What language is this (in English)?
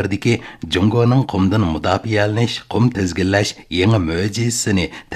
Uyghur